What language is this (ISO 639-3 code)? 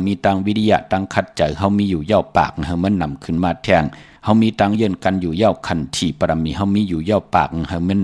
shn